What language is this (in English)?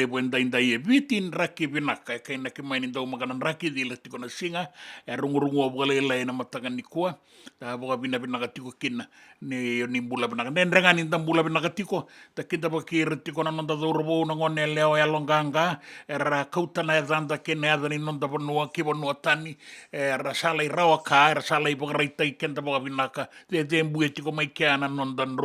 Fijian